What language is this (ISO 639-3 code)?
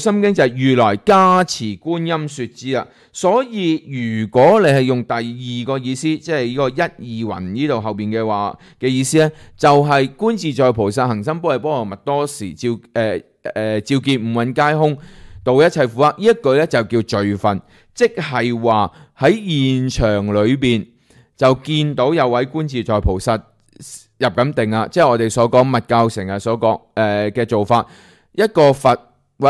yue